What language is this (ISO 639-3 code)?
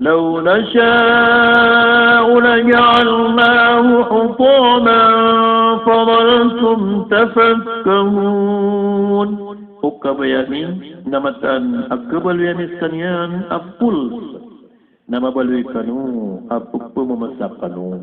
mrw